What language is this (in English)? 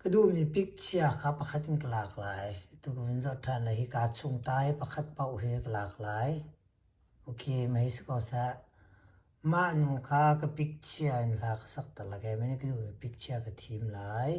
Hakha Chin